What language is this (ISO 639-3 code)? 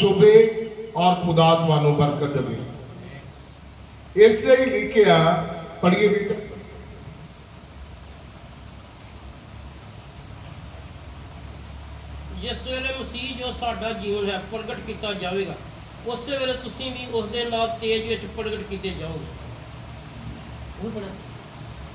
pan